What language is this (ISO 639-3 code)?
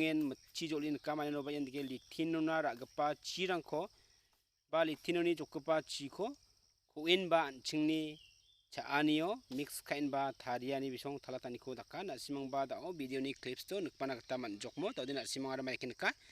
grt